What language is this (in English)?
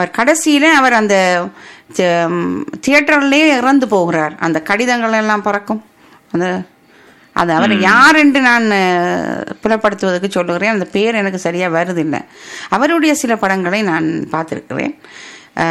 Tamil